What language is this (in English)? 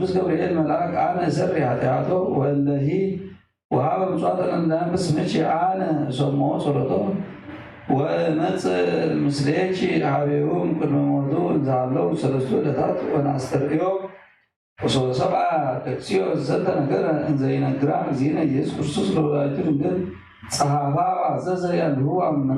Geez